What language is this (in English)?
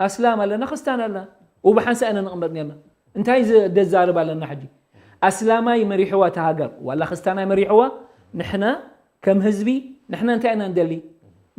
Tigrinya